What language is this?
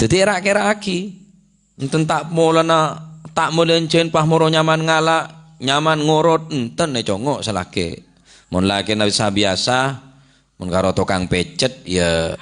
Madurese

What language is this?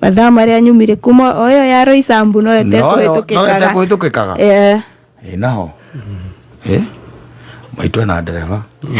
Kikuyu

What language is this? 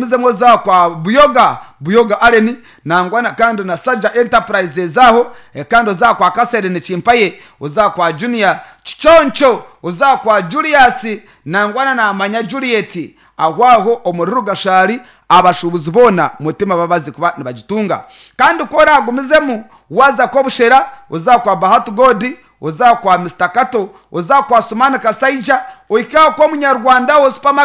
Nyankole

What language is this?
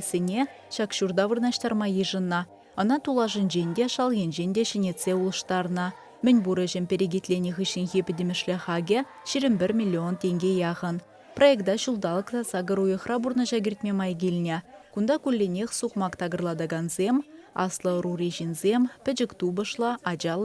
Chuvash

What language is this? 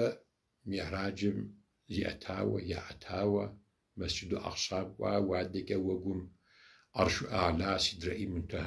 Kabardian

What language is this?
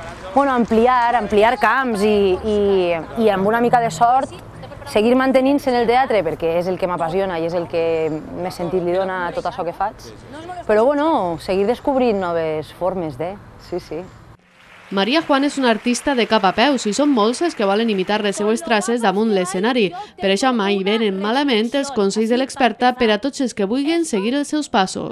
Catalan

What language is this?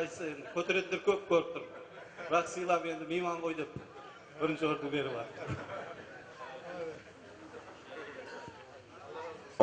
Kazakh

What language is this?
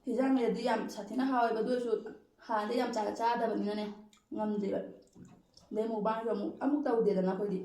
Manipuri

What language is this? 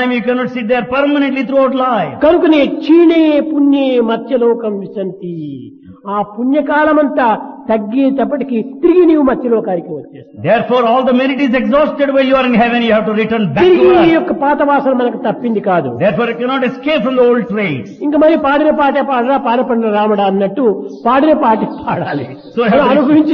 Telugu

